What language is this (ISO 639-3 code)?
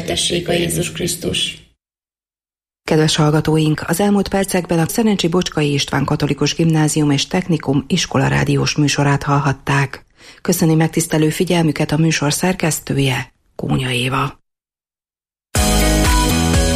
hun